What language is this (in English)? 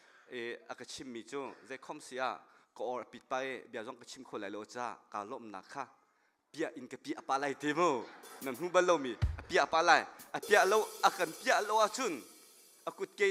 Hakha Chin